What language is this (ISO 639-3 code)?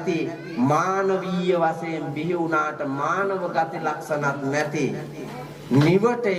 sin